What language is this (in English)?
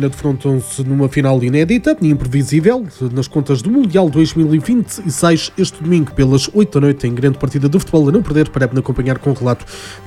Portuguese